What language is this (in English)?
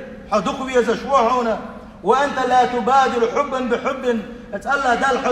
Chechen